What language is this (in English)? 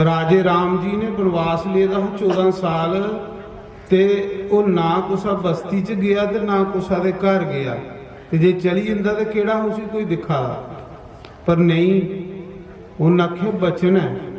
Dogri